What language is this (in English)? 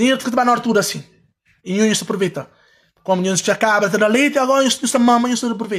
Kabuverdianu